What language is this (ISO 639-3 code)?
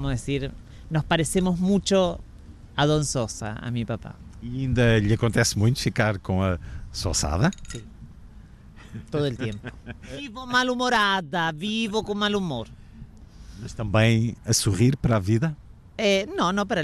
por